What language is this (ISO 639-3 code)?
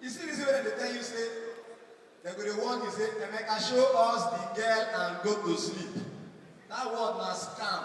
pcm